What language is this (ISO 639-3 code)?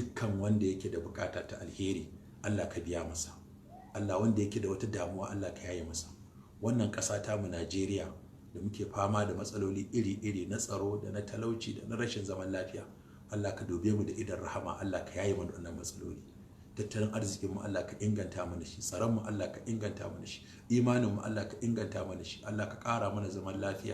hau